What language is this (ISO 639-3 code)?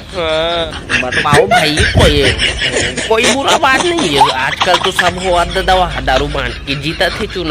hne